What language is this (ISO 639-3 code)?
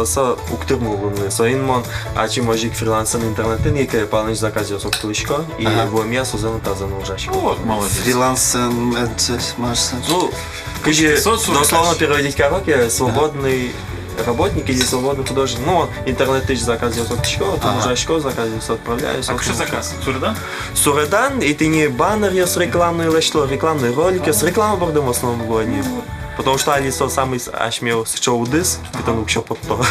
udm